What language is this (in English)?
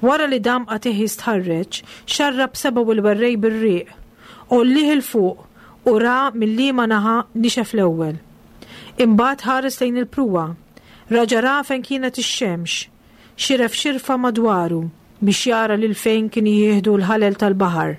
Maltese